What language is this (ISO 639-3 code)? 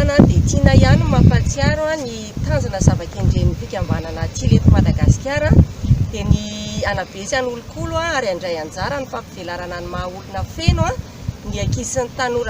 mlg